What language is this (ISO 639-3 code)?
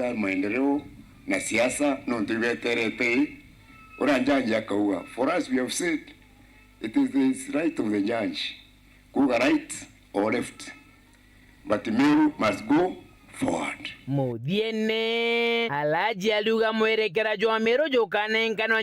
mer